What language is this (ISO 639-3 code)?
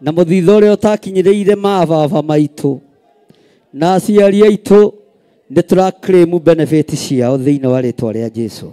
kik